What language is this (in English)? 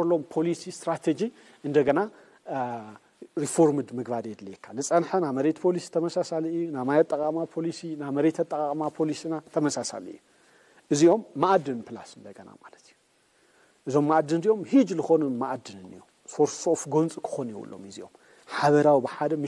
Tigrinya